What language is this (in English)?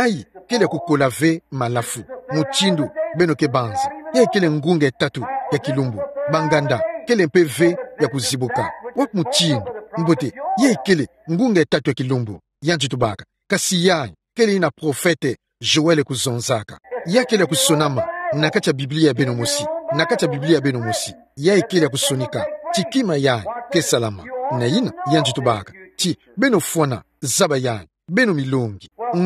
Kituba (Democratic Republic of Congo)